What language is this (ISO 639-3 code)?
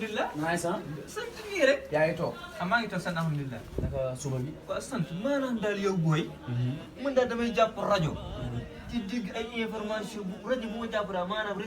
wol